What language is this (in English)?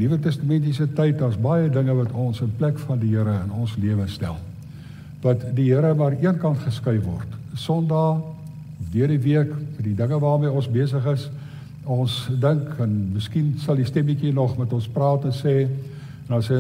Afrikaans